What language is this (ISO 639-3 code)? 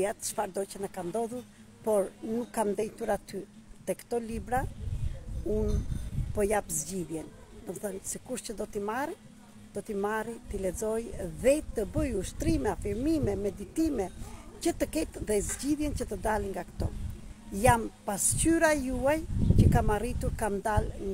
sqi